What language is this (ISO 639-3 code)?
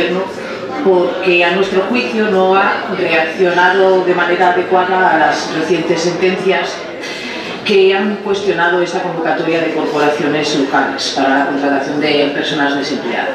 spa